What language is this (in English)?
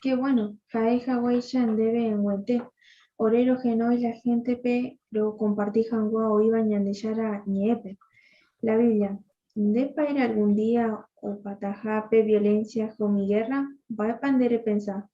Guarani